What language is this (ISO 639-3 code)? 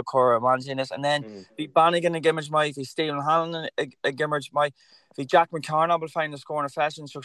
gle